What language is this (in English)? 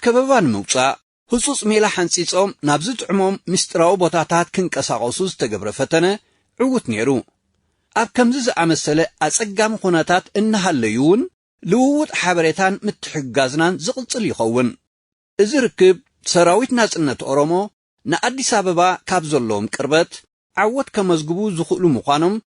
Tigrinya